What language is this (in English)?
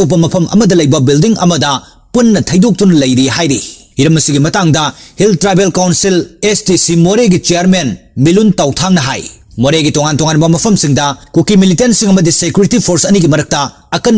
Manipuri